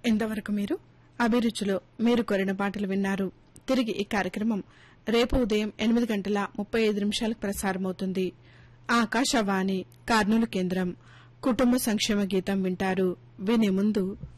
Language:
Telugu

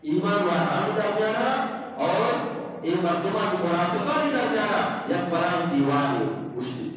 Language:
Eastern Balochi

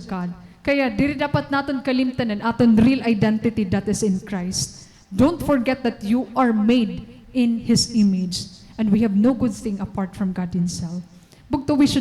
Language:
Waray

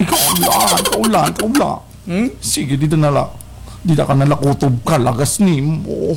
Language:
Waray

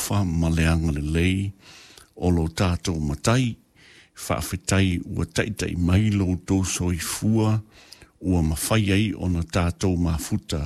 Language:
Samoan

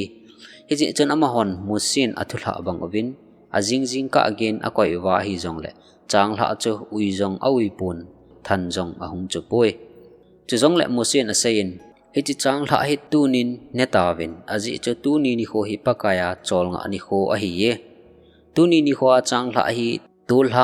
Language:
Thado Chin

